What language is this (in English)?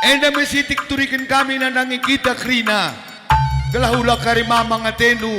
Batak Karo